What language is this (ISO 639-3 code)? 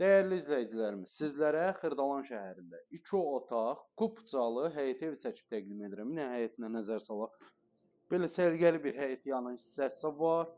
aze